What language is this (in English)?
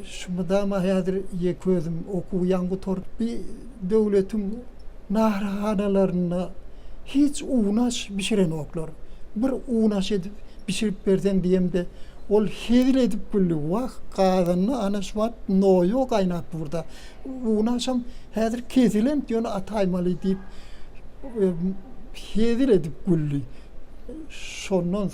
Turkmen